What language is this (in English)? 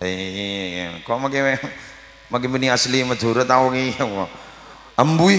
Madurese